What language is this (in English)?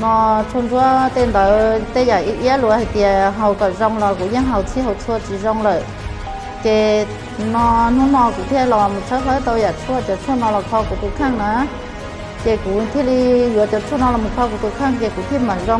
Hmong